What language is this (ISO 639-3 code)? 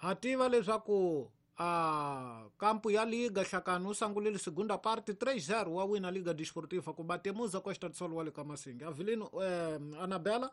tso